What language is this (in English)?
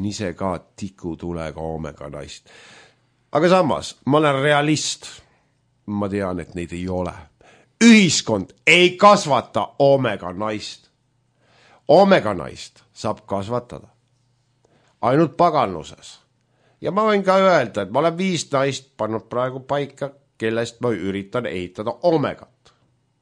Estonian